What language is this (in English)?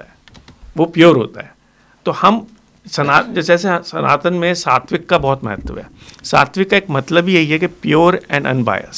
Hindi